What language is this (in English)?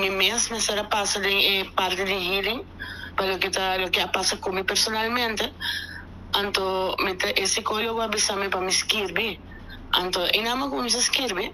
Papiamento